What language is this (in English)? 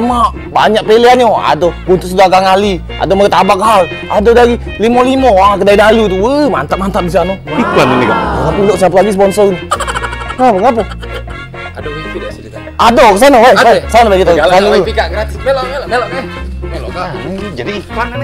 Musi